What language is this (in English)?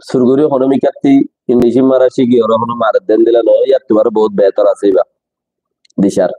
Rohingya